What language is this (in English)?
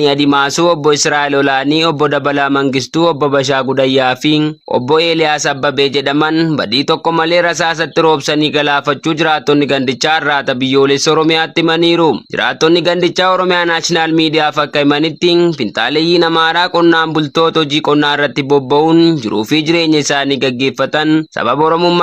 Oromo